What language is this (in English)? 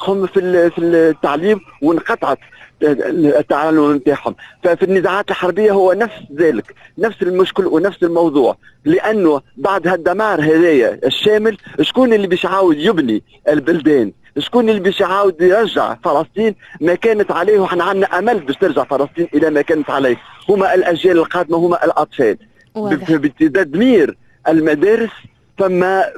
Tunisian Arabic